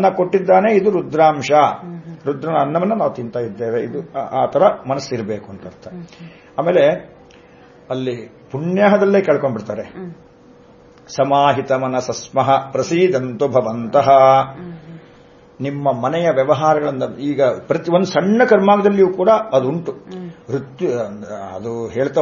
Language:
Kannada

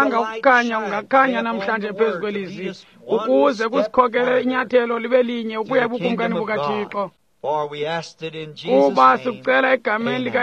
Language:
Xhosa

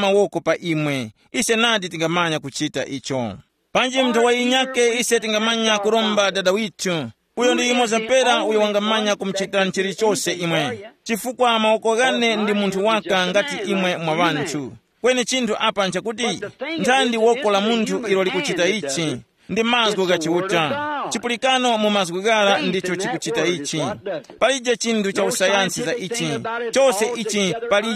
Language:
Tumbuka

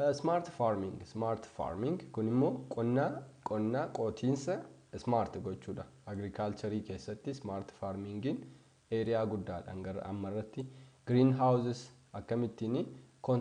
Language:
Oromo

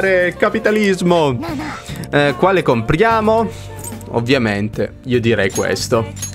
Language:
Italian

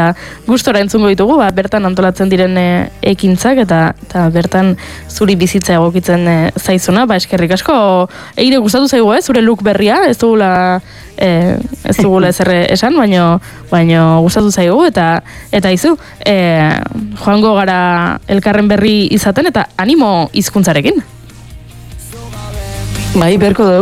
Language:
Basque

